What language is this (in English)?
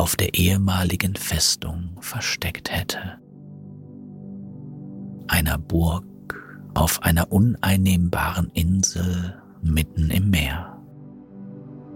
German